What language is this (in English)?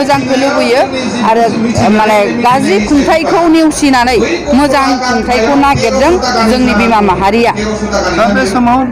Bodo